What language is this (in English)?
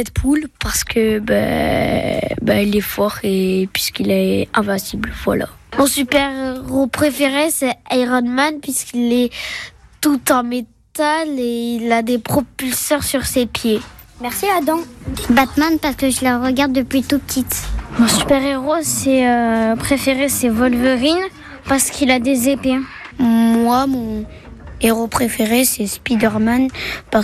French